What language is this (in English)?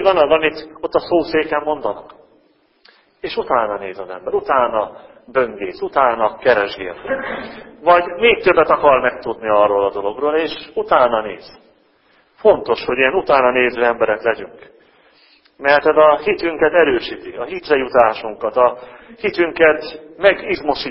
Hungarian